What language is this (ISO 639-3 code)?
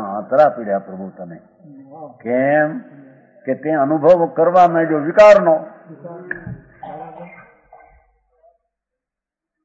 guj